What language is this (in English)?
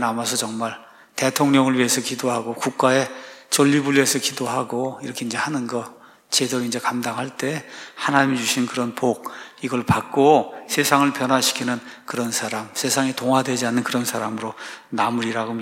Korean